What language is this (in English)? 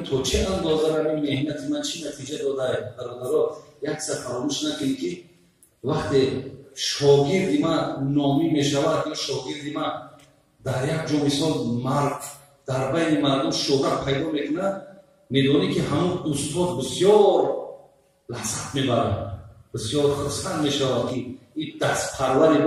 Tajik